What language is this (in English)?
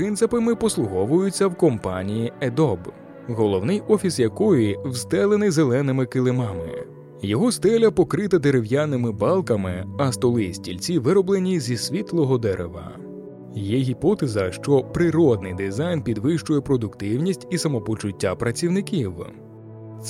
Ukrainian